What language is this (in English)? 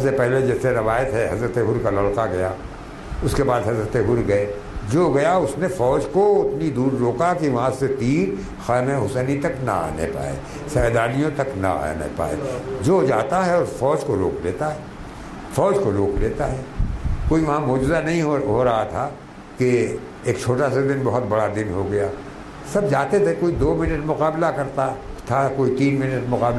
Urdu